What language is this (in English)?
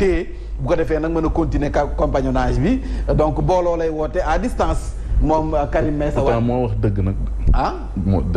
Wolof